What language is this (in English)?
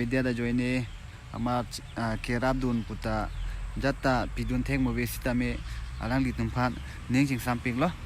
Karbi